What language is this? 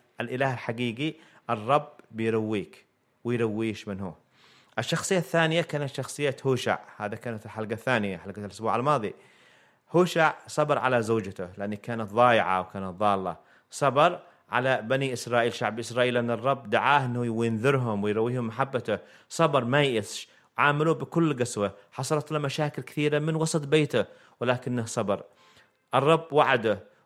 Egyptian Arabic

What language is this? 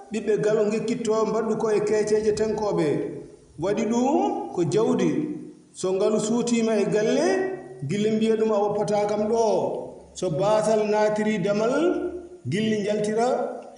Fula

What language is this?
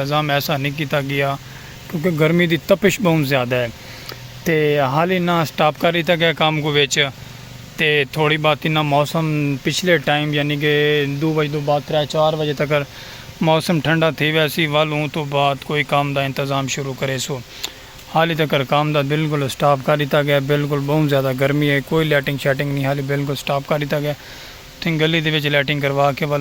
Saraiki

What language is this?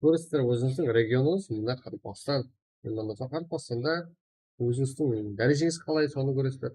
Kara-Kalpak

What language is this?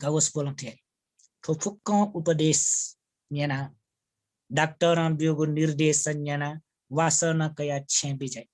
Newari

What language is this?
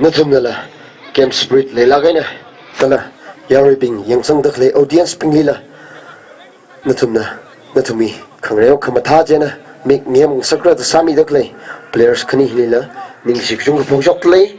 Tangkhul Naga (India)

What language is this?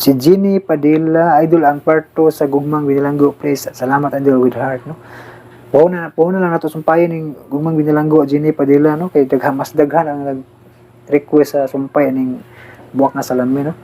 Cebuano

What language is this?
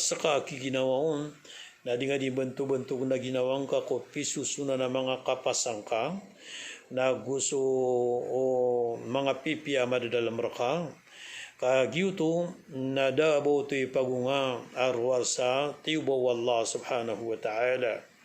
Maranao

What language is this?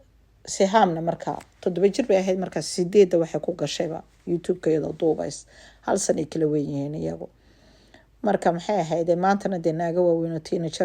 Somali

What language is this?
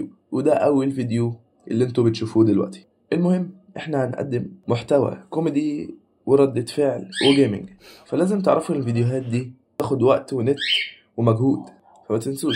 Egyptian Arabic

